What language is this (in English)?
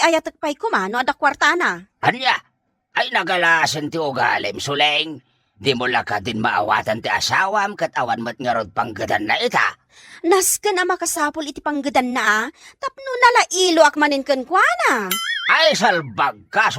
Iloko